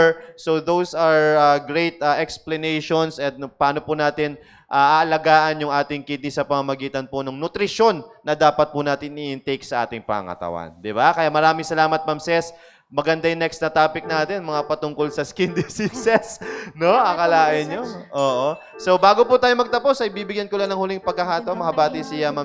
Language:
Filipino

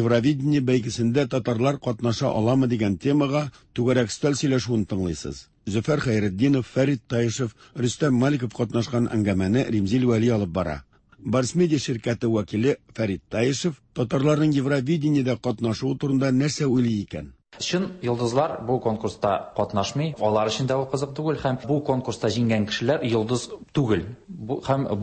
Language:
Tatar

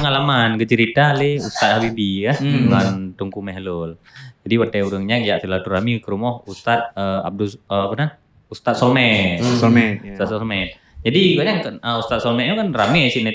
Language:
Achinese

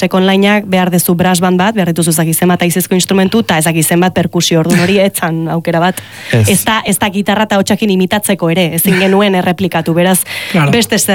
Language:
Basque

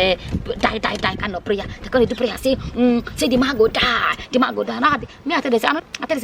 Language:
Nigerian Pidgin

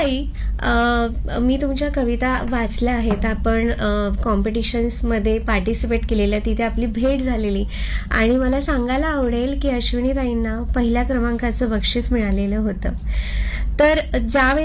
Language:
Marathi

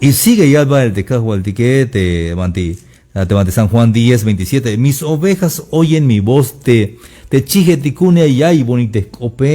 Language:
Tzeltal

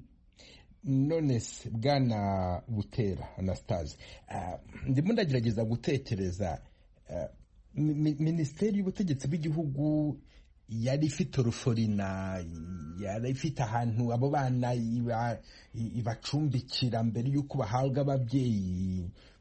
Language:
Kinyarwanda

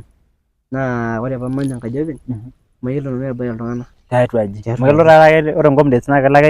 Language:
Masai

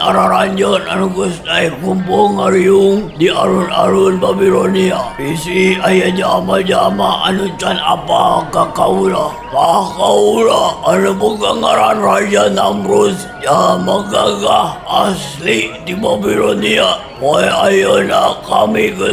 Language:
Sundanese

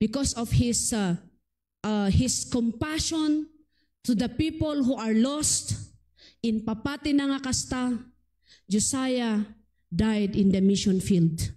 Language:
Iloko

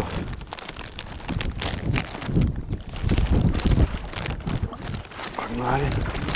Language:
Russian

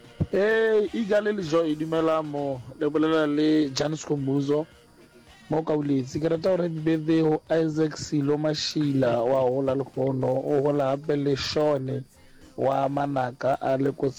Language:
Northern Sotho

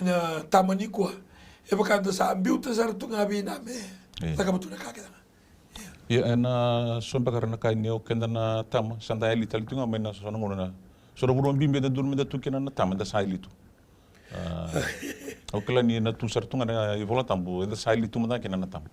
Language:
Fijian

